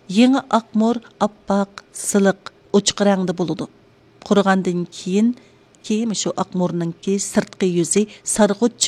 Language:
Uyghur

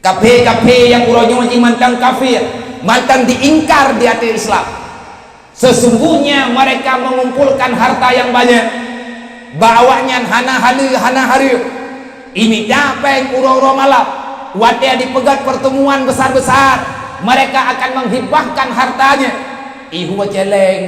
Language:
Achinese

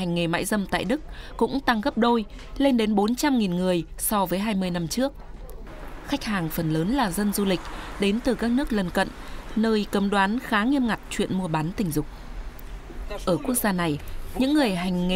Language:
Vietnamese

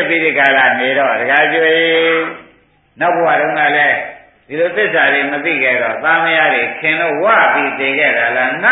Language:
Burmese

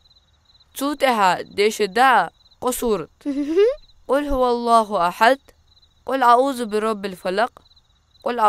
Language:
Ingush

